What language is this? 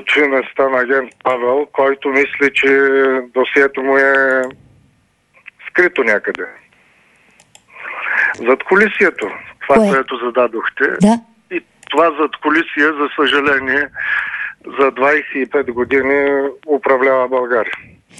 Bulgarian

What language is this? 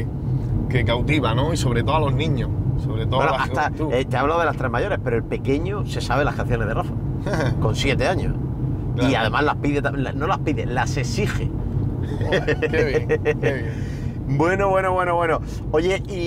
Spanish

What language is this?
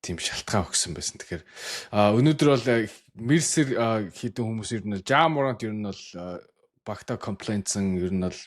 Mongolian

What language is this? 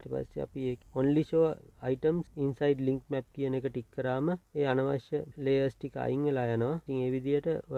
Sinhala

